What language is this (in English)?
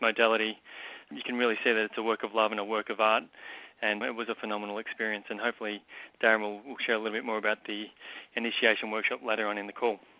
English